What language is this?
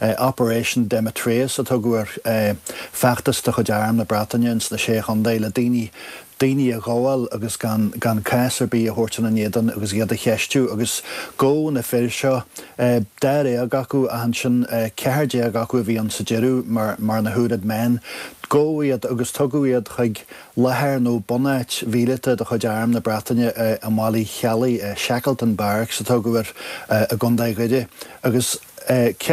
Irish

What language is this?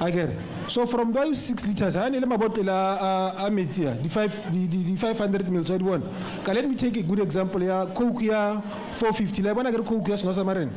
Tswana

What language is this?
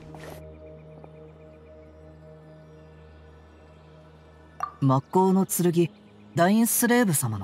Japanese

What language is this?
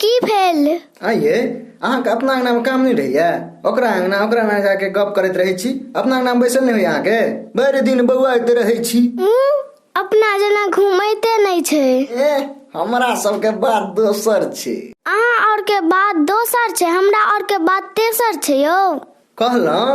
Maithili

